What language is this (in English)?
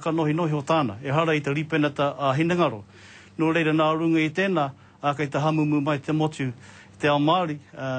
Māori